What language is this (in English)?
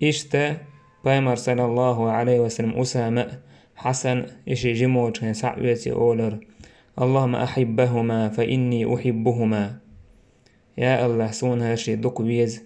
Chechen